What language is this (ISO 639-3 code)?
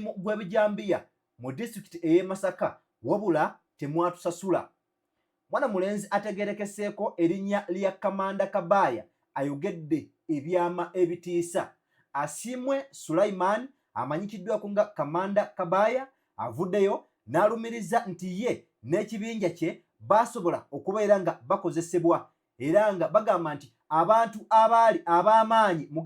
lug